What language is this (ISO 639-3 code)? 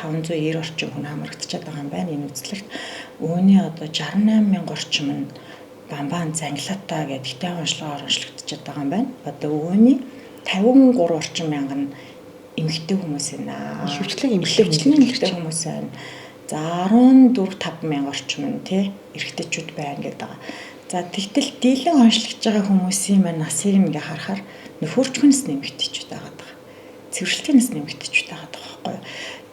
mon